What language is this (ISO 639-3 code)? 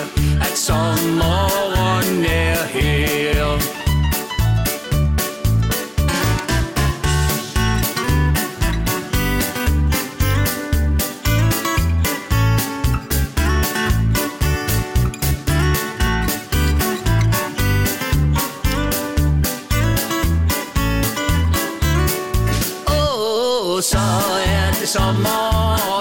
dan